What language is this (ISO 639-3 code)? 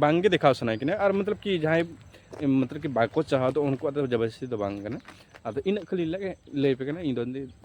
sat